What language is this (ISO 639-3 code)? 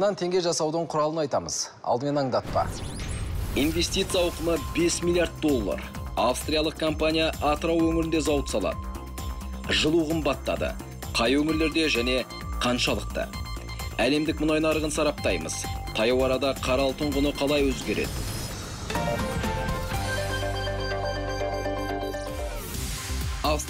kaz